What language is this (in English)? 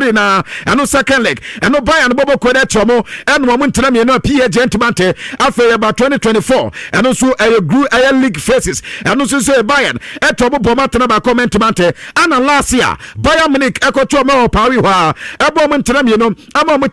Akan